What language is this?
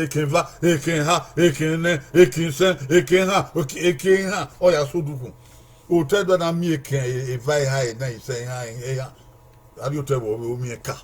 Bini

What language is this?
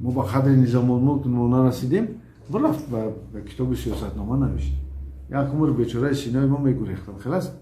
Tajik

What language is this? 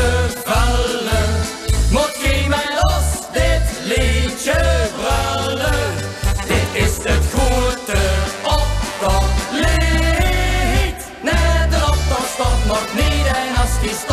Limburgish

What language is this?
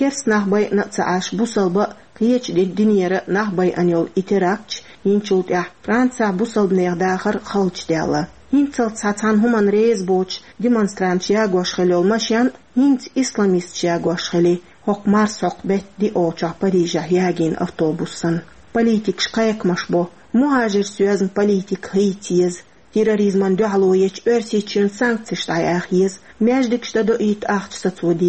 Chechen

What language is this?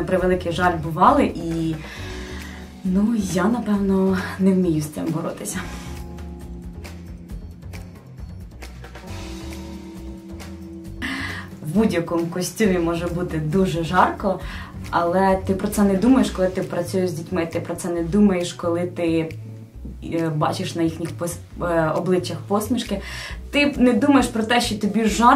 Ukrainian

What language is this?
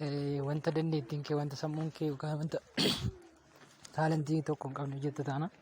Oromo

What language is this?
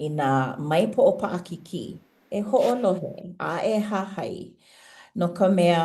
Hawaiian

